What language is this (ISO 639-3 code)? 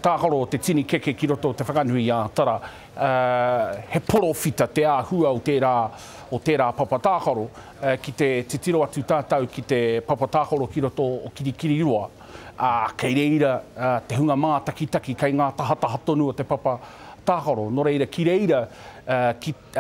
mri